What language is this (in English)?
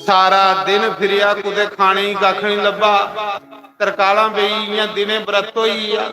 Dogri